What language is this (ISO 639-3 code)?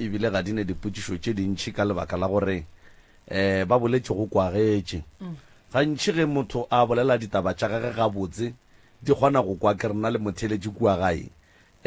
nso